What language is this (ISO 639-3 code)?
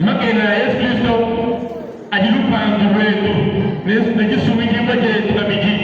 lua